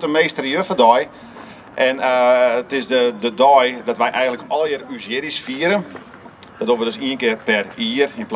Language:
Western Frisian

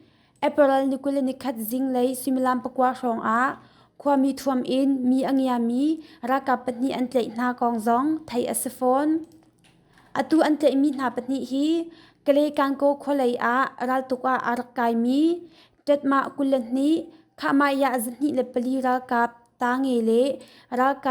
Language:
Hakha Chin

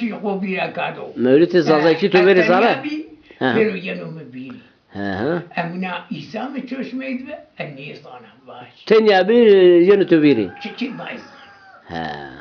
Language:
Zaza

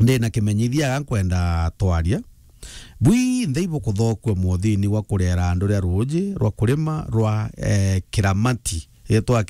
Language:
Meru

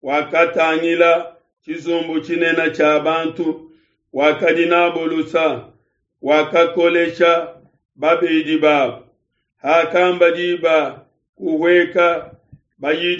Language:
Luba-Lulua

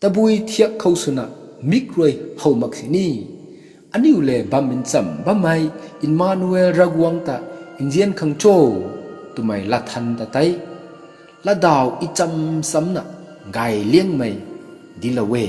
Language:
Rongmei Naga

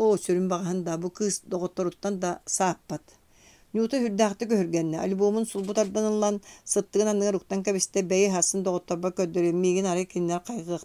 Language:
Yakut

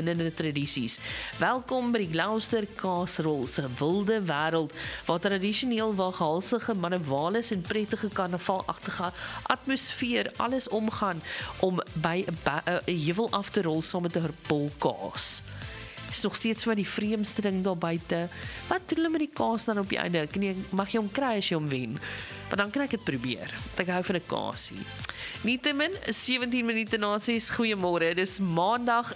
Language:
Afrikaans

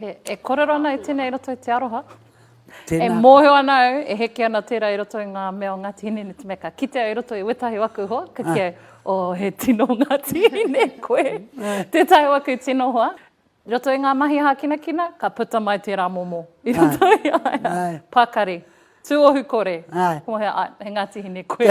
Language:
Māori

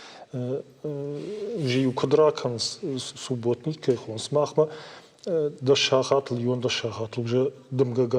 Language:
Ossetic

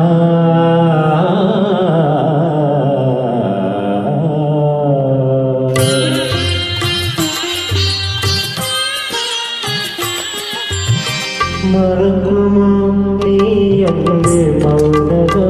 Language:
Malayalam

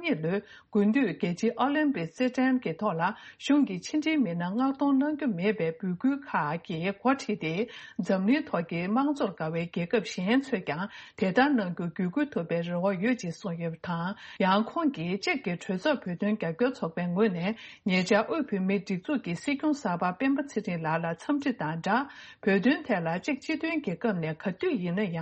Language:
Tibetan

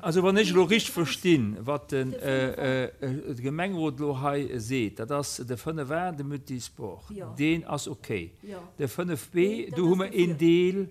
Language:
Luxembourgish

